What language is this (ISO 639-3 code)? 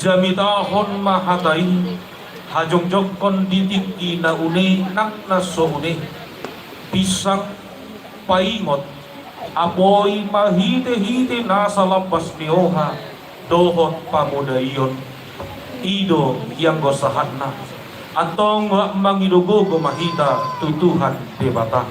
bbc